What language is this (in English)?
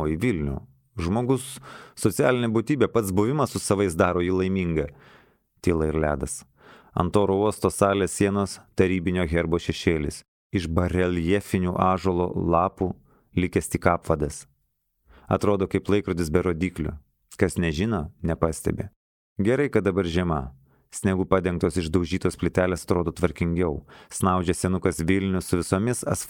Lithuanian